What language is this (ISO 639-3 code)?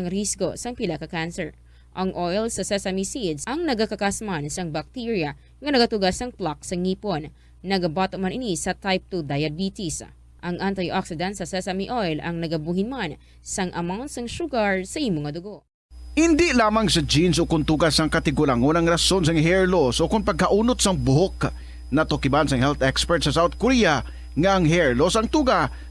hil